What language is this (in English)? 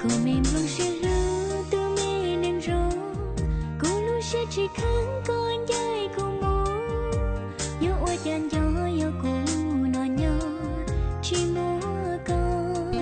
Hmong